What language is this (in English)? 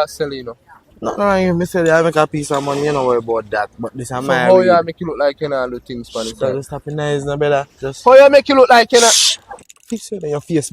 Jamaican Creole English